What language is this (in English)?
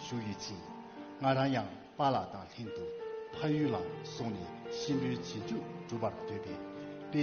Tibetan